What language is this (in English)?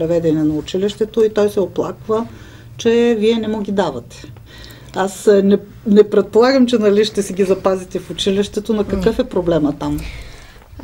Bulgarian